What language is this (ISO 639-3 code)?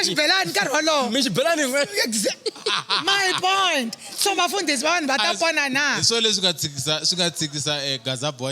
tso